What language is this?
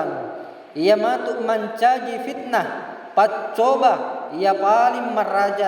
Buginese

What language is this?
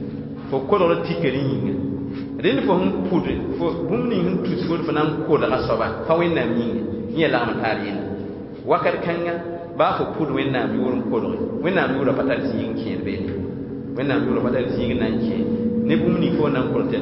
Mossi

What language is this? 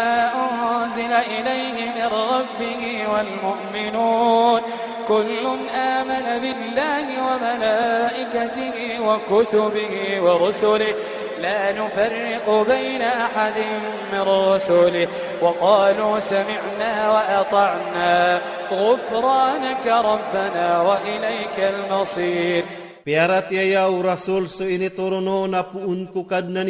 Iranun (Philippines)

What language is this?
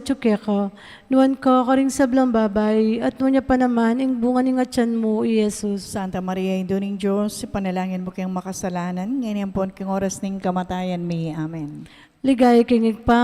Pampanga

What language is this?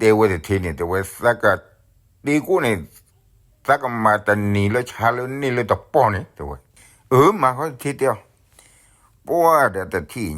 S'gaw Karen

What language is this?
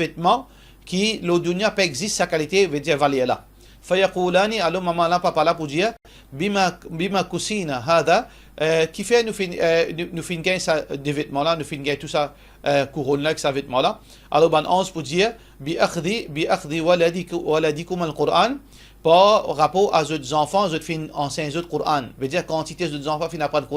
Morisyen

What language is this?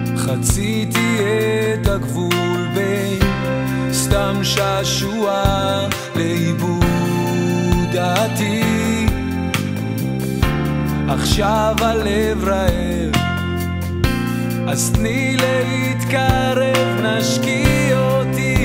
Hebrew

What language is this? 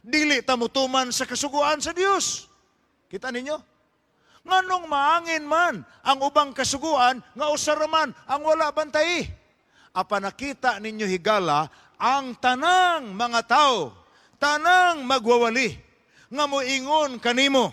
Cebuano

